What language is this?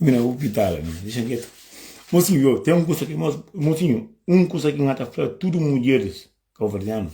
Kabuverdianu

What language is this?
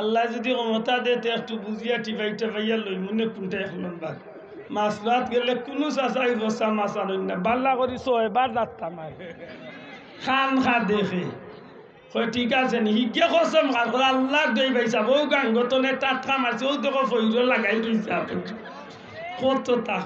Sylheti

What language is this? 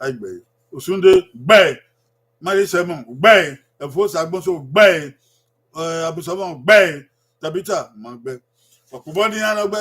Bini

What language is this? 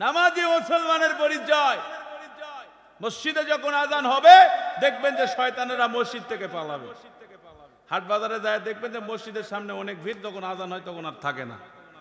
Bangla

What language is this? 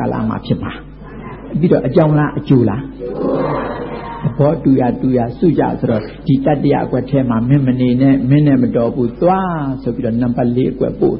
Burmese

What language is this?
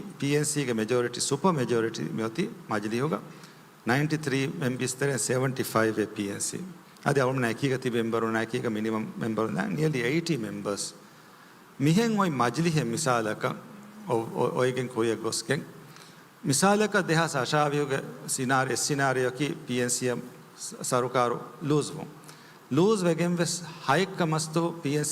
Divehi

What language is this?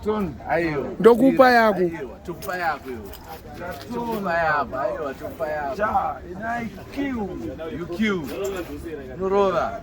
Shona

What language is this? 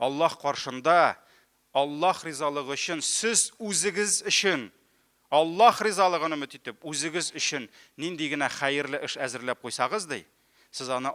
Tatar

